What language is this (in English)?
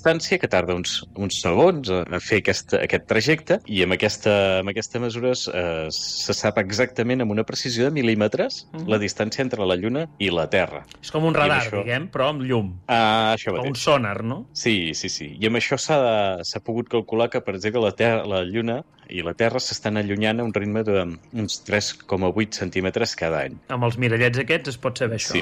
Catalan